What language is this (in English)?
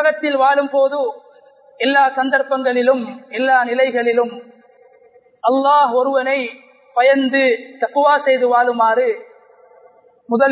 Tamil